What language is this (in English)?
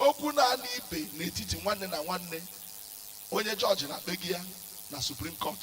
Igbo